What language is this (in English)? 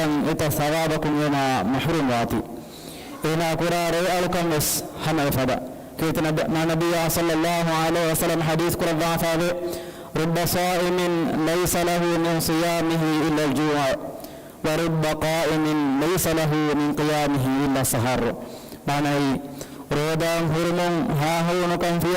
Divehi